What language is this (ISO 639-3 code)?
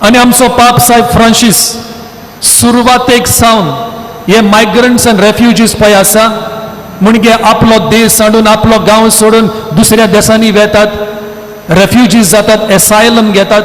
kok